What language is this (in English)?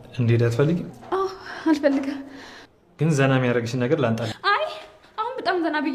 Amharic